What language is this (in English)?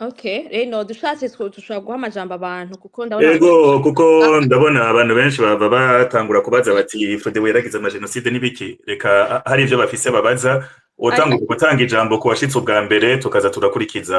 Rundi